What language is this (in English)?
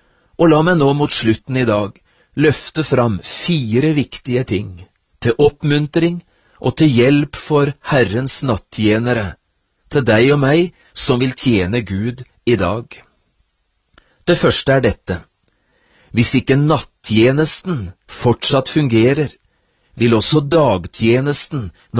Norwegian